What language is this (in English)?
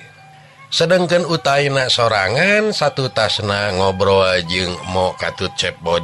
Sundanese